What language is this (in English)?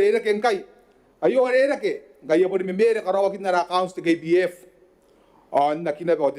Gilbertese